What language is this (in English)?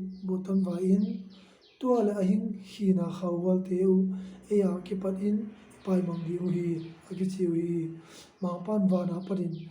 Tedim Chin